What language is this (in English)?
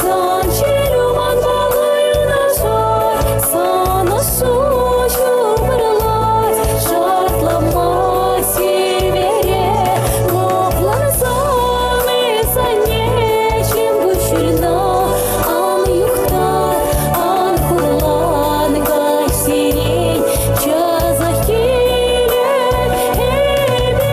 Chuvash